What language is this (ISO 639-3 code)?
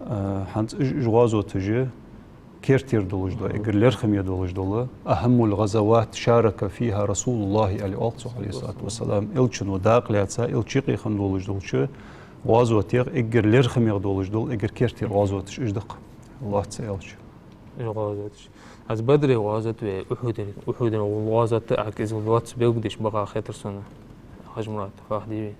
inh